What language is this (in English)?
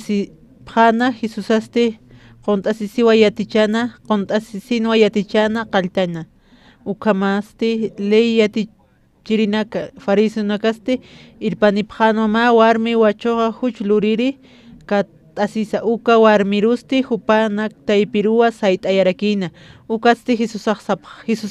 Aymara